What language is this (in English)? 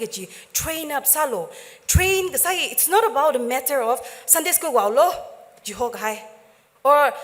Tangkhul Naga (India)